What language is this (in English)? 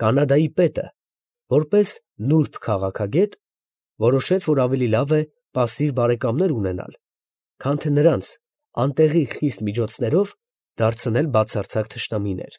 Armenian